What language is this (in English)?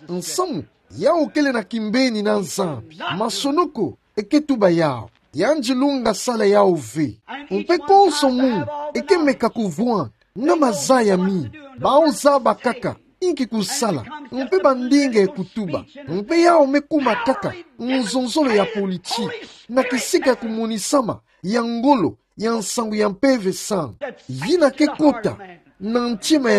Kituba (Democratic Republic of Congo)